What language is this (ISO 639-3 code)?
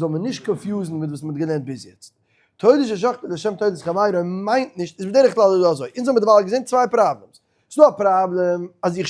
yid